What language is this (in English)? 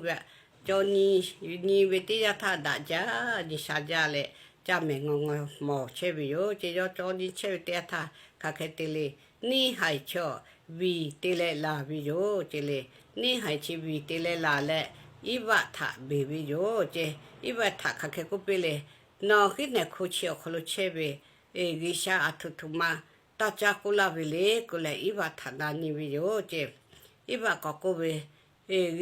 Lahu